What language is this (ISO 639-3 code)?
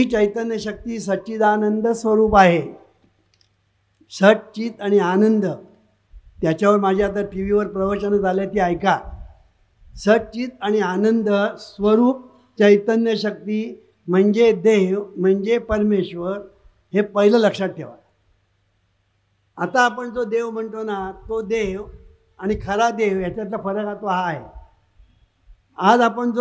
mar